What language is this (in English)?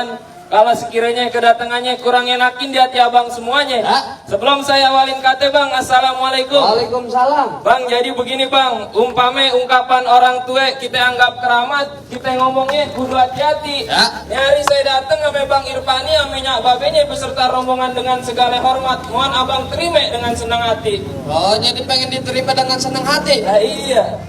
Betawi